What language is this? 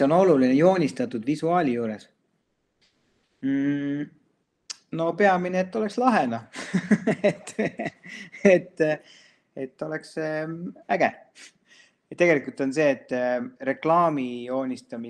Estonian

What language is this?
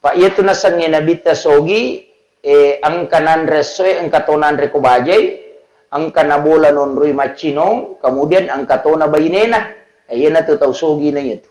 Buginese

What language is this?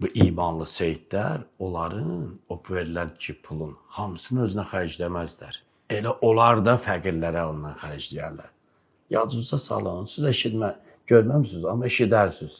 Azerbaijani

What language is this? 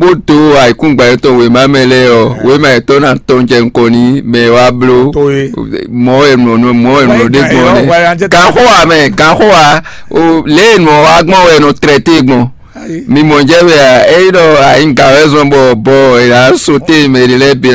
Fon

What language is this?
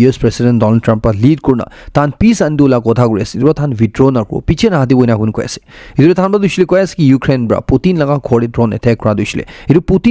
Naga Pidgin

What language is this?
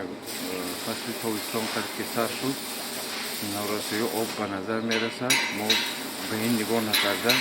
Tajik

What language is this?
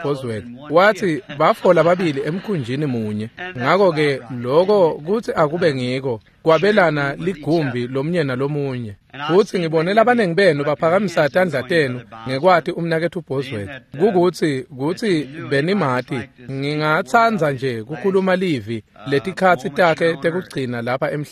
Swati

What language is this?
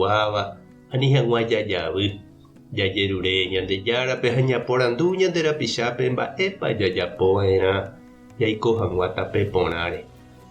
Guarani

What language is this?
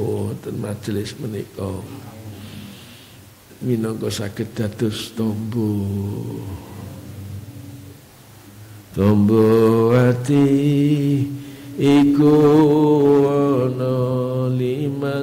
Javanese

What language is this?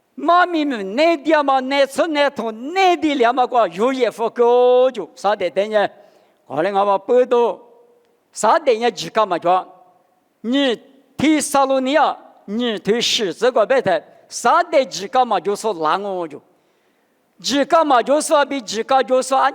Lisu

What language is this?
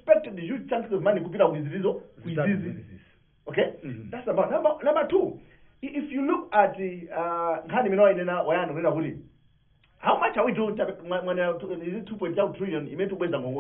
Nyanja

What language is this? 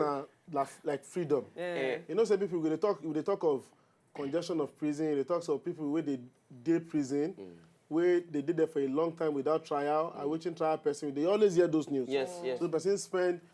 Nigerian Pidgin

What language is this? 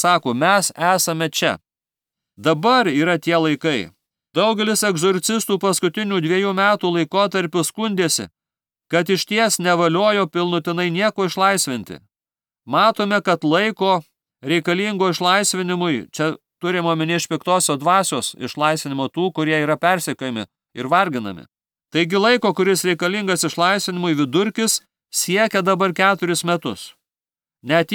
Lithuanian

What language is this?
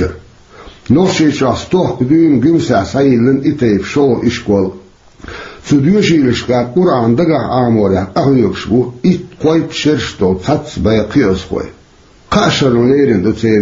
Chechen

